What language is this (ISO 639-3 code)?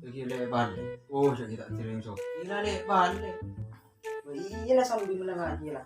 mad